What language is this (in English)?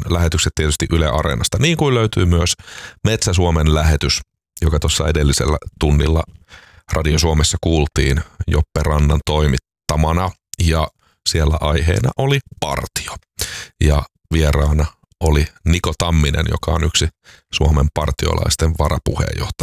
Finnish